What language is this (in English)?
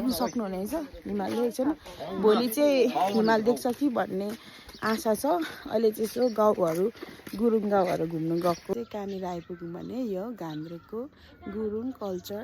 Nepali